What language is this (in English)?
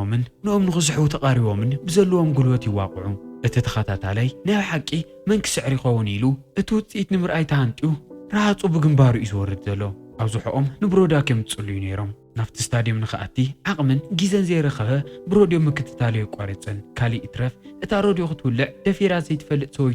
Tigrinya